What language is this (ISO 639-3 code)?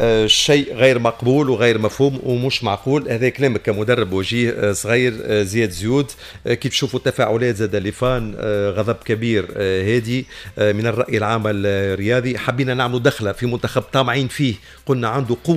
aeb